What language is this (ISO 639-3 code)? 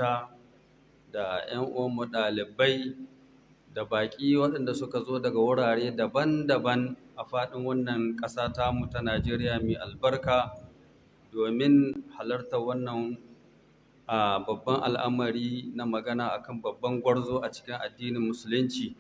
hau